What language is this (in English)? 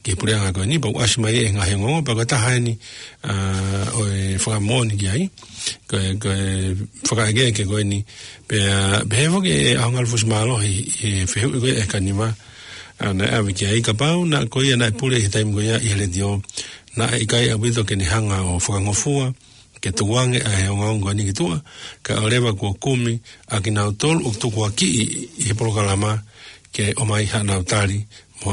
Tongan